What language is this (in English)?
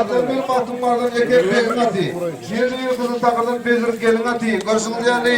Turkmen